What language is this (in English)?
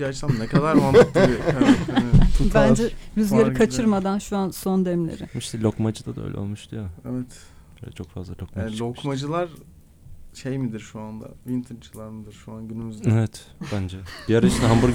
Turkish